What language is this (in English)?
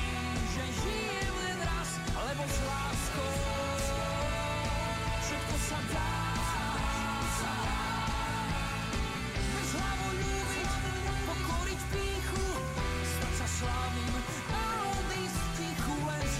Slovak